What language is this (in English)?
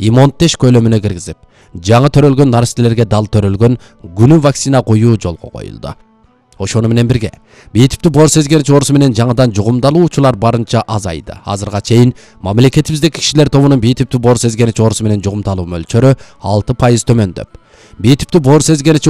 Kyrgyz